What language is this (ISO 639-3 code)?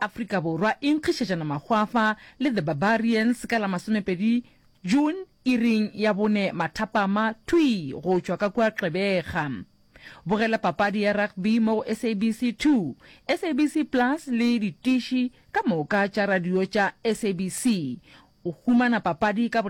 nso